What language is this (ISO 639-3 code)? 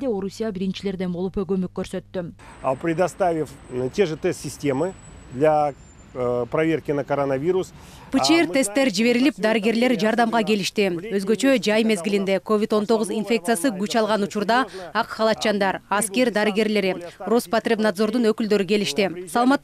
kir